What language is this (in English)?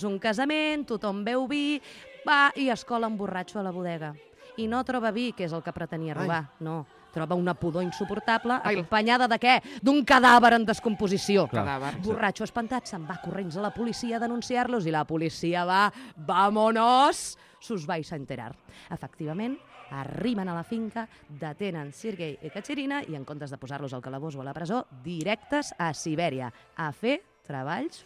Catalan